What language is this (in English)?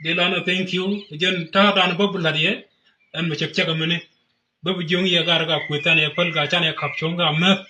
Nuer